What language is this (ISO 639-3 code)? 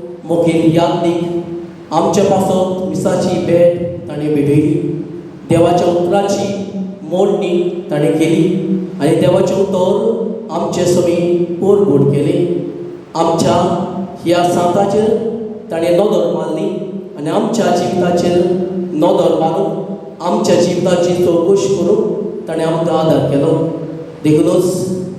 kok